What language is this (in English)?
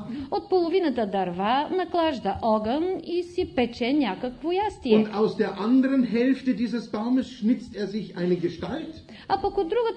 Bulgarian